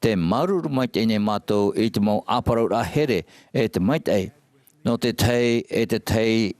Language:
Tahitian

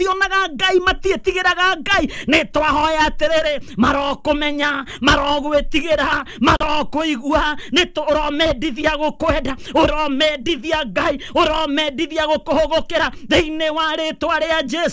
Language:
Kikuyu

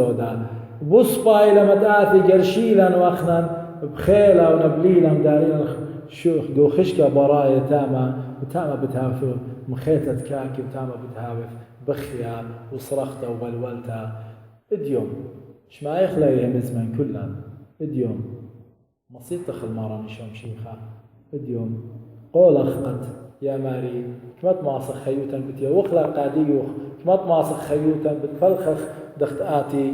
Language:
Assyrian Neo-Aramaic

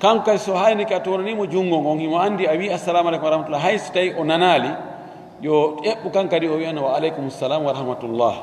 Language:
Fula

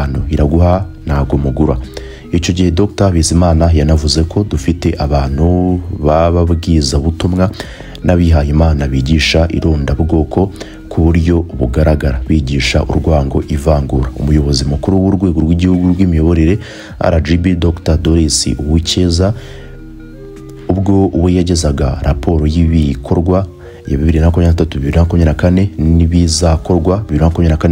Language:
Kinyarwanda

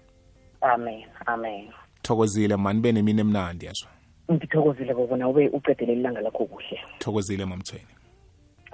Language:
South Ndebele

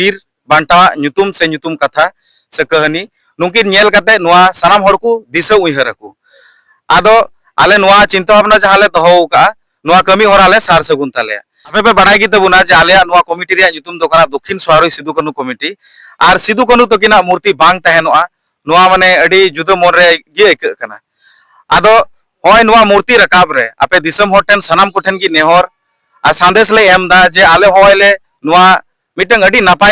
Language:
Santali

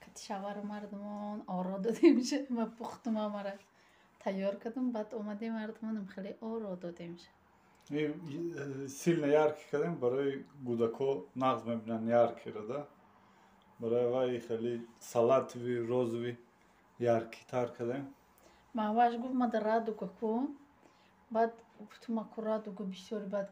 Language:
Tajik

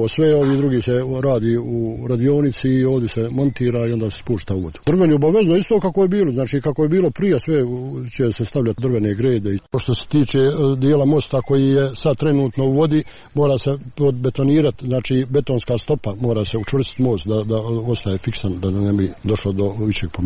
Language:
Croatian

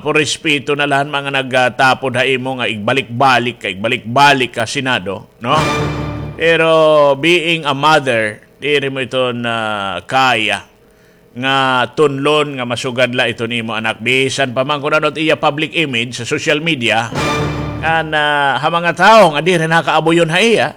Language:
Waray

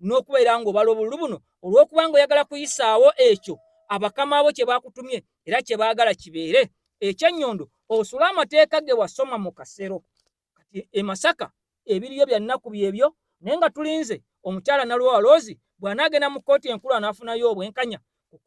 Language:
Ganda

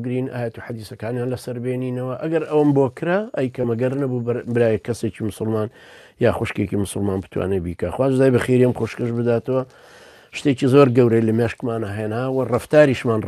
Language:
Central Kurdish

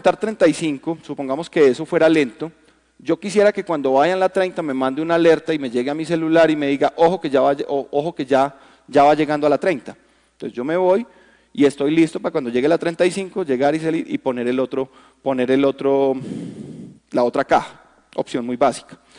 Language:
Spanish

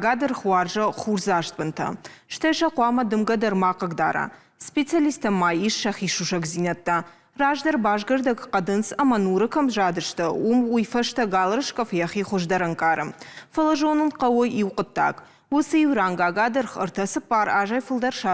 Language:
Ossetic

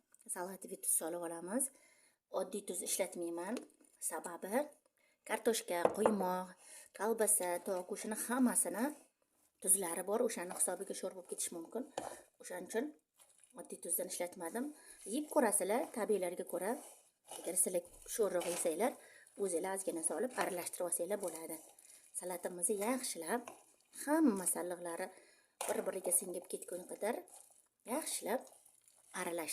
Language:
Uzbek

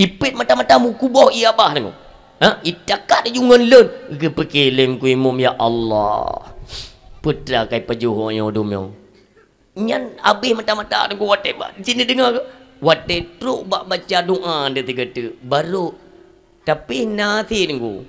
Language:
Achinese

